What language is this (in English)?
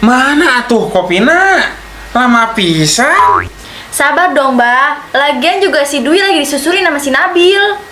Betawi